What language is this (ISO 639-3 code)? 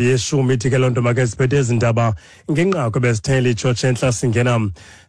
xho